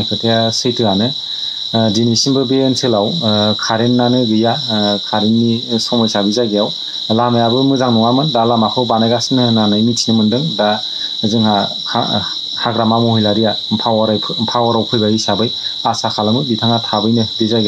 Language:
Bodo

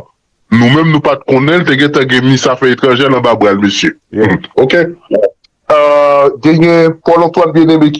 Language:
Haitian Creole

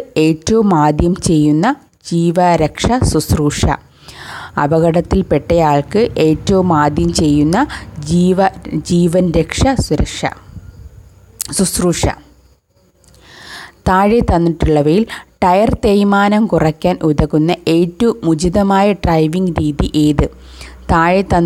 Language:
Malayalam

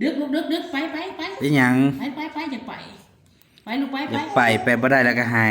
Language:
Northeastern Thai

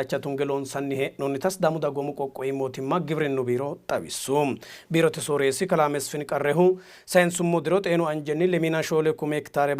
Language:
Sidamo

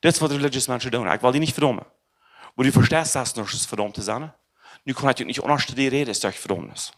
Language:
Plautdietsch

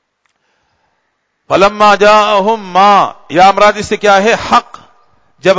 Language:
Urdu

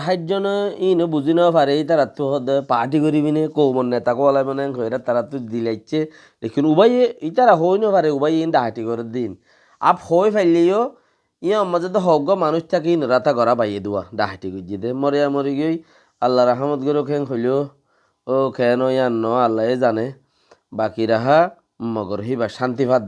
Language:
Rohingya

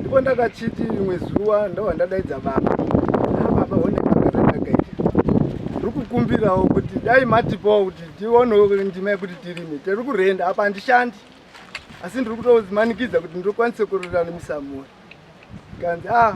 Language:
Shona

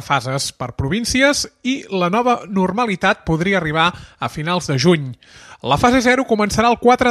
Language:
Catalan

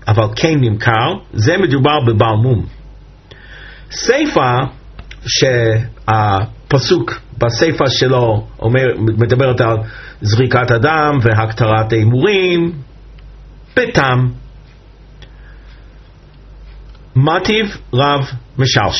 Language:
Hebrew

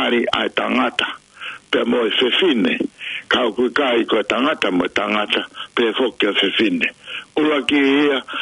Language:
Tongan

